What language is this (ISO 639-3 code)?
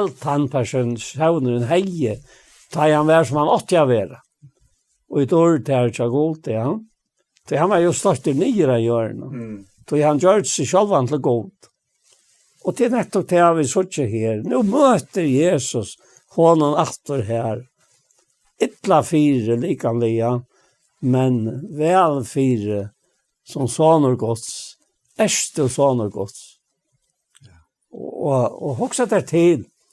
fao